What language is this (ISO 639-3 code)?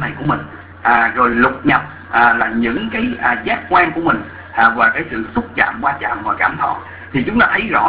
vie